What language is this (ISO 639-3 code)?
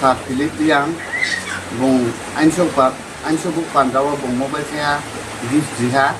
ria